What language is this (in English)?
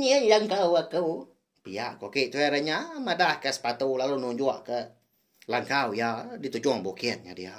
Iban